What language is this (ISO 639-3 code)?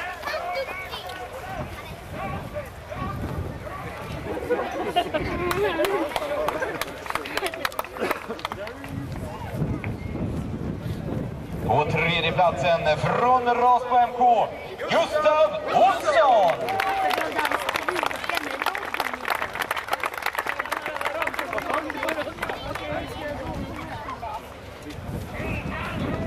swe